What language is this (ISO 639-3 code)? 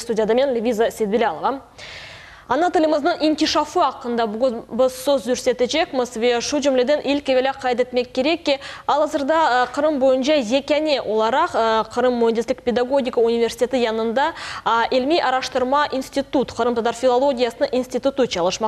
crh